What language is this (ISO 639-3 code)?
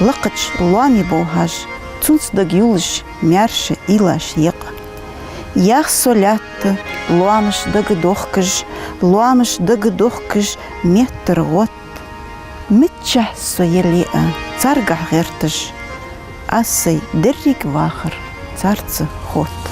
inh